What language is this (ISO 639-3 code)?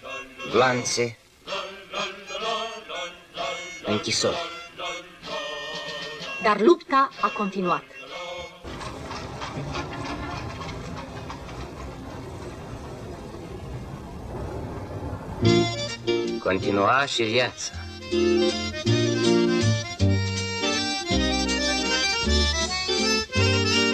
ron